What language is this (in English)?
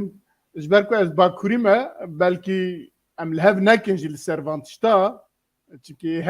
Kurdish